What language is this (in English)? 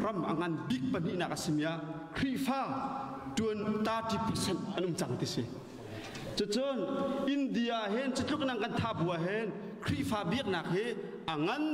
Hakha Chin